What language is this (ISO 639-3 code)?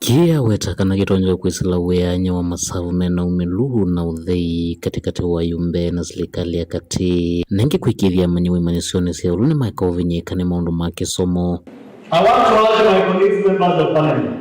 kam